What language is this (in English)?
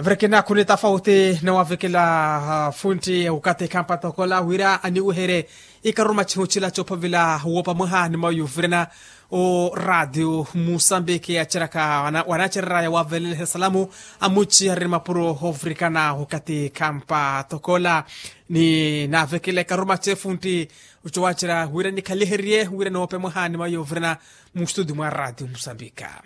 Makhuwa